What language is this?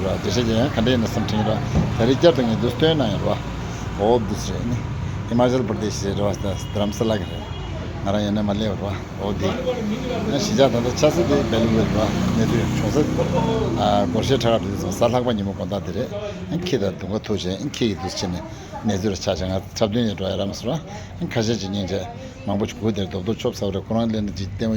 Tibetan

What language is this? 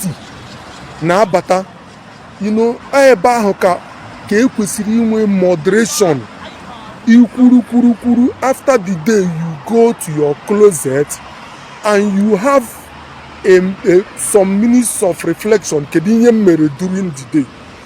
Igbo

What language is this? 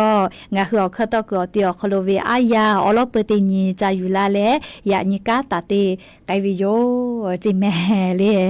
Lahu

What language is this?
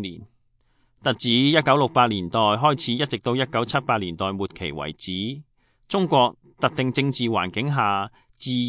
Cantonese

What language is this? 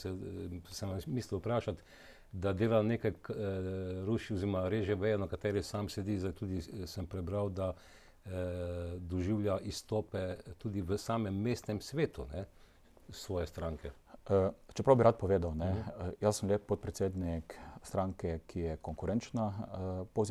Slovenian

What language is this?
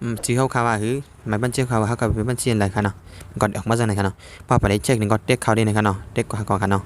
Shan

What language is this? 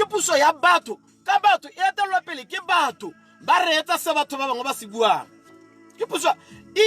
Tswana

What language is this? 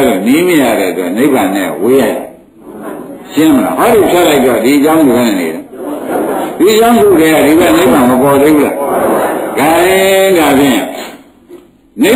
Burmese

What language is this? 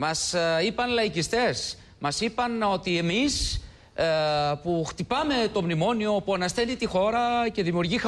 Greek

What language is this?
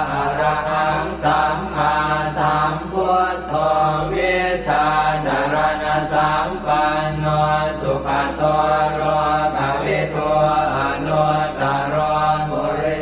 Pali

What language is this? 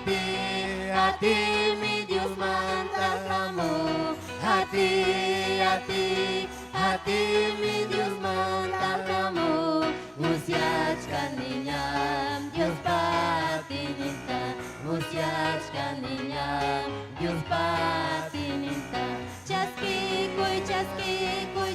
Ayacucho Quechua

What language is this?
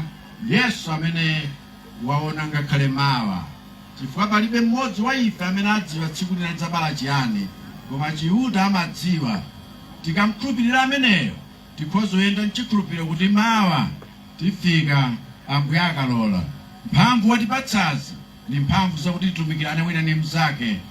Nyanja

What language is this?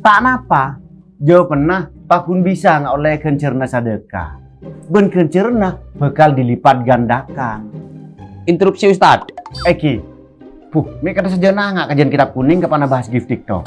Madurese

